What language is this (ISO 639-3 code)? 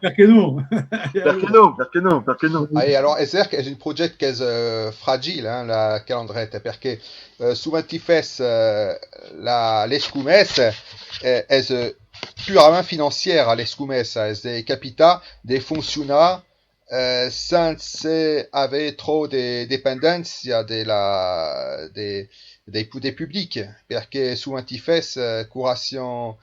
oci